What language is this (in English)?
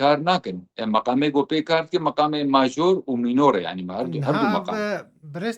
Kurdish